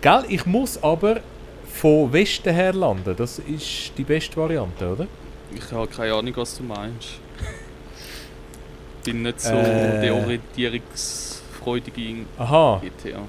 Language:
Swiss German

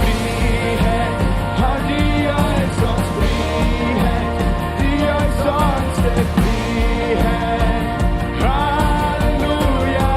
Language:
Plautdietsch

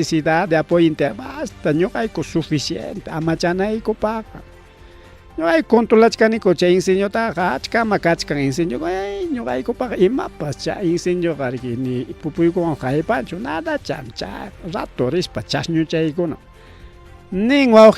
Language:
Ayacucho Quechua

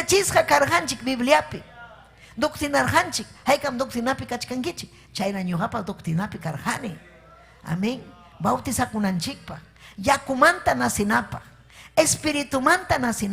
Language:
Ayacucho Quechua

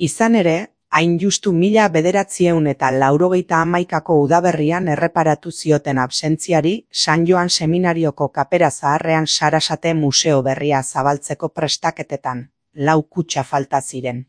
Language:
Basque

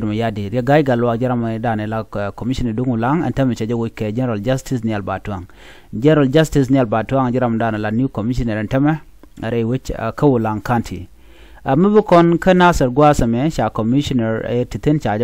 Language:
Nuer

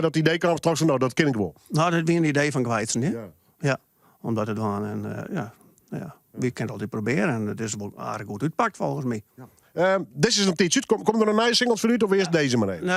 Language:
Western Frisian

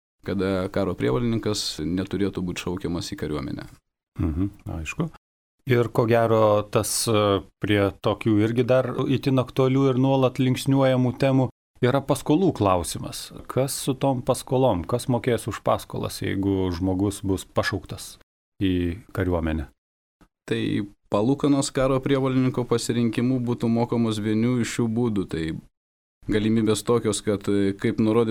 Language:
Lithuanian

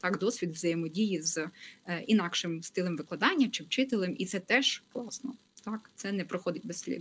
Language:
Ukrainian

